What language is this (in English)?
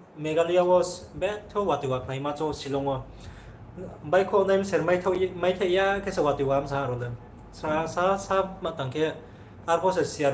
Riang (India)